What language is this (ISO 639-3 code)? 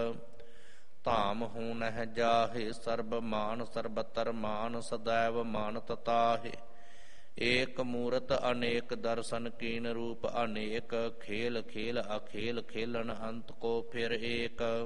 pan